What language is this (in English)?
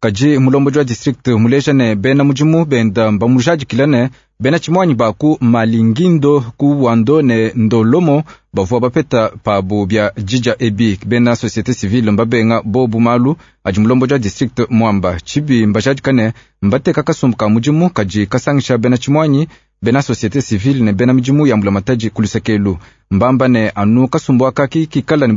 Luba-Lulua